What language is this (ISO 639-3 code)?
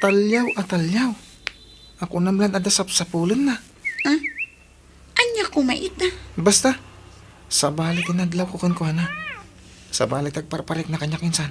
ilo